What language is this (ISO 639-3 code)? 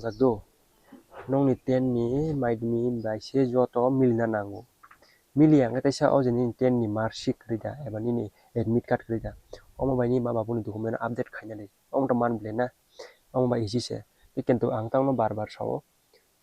trp